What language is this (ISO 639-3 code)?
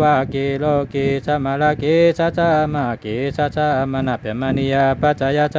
shn